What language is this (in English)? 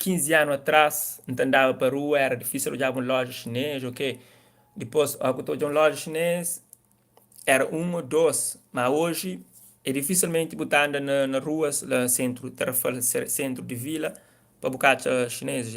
Kabuverdianu